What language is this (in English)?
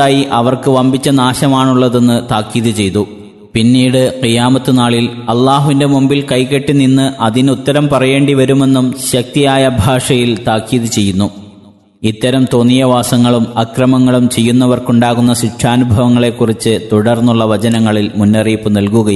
Malayalam